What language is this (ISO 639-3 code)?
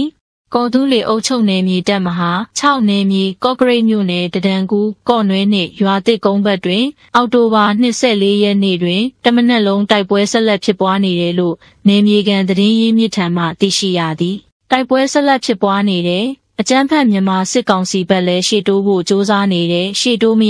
mya